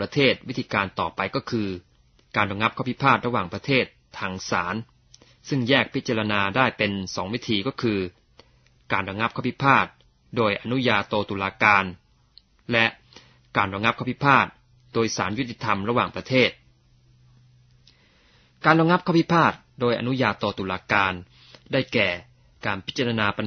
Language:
Thai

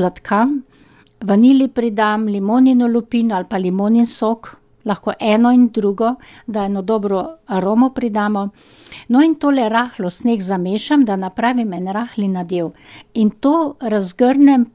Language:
Slovenian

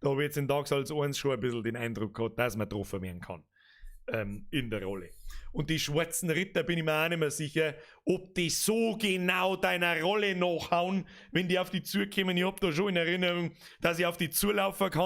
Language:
Bavarian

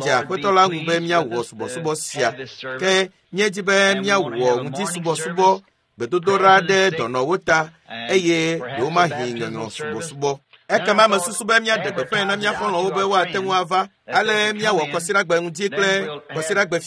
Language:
Ewe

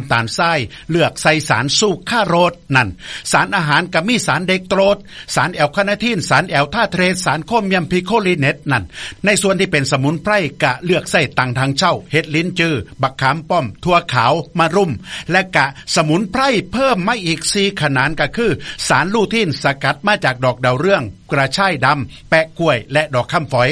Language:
Thai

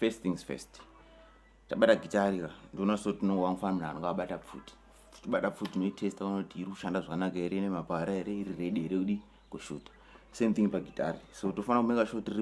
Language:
Shona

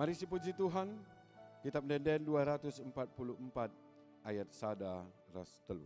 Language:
Batak Karo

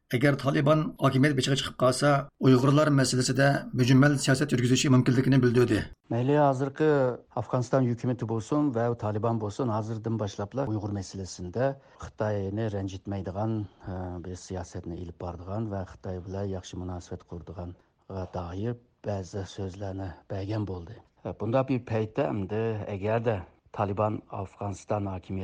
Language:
Uyghur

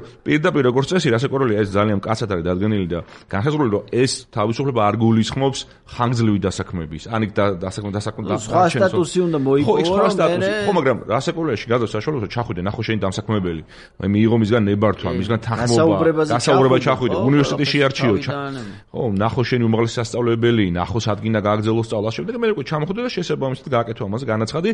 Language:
Georgian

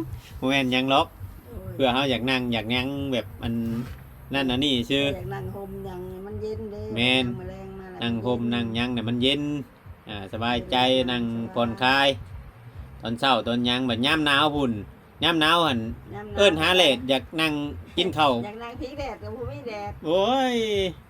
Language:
Northeastern Thai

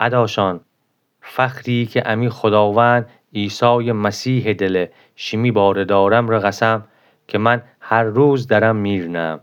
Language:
Gilaki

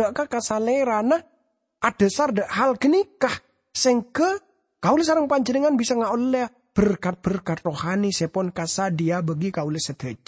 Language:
Madurese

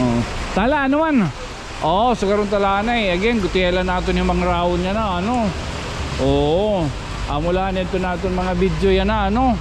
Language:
Waray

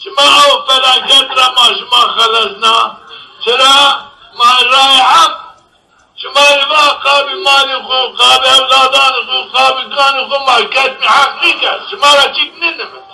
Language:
Zaza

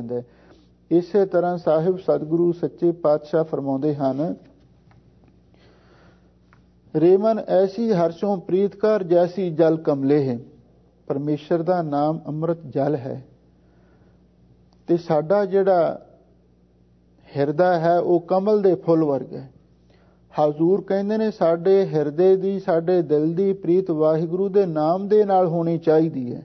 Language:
Punjabi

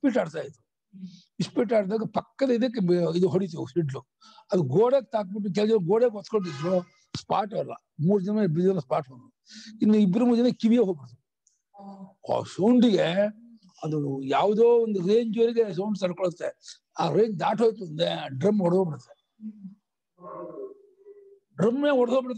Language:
Kannada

